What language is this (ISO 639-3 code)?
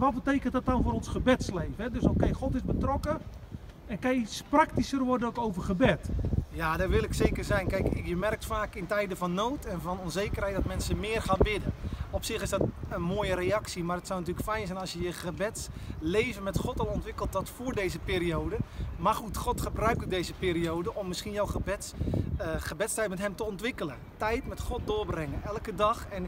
nld